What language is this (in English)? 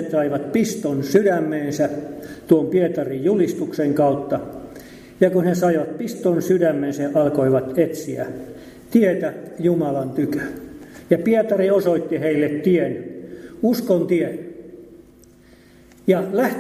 Finnish